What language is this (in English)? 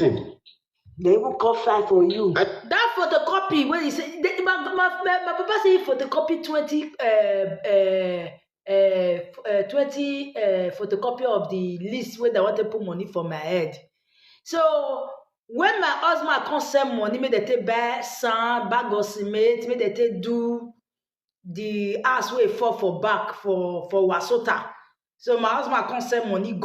Nigerian Pidgin